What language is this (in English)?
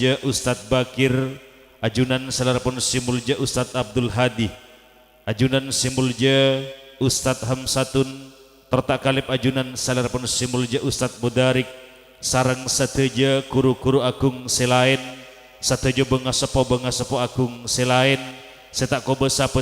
Madurese